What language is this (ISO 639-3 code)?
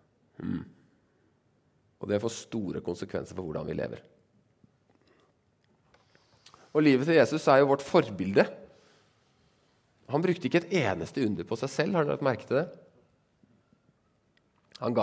nor